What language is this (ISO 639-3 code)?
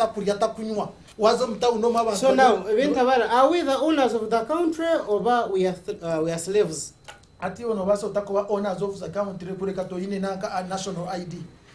nyn